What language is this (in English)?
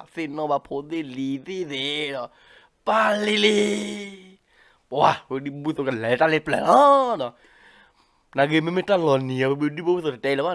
S'gaw Karen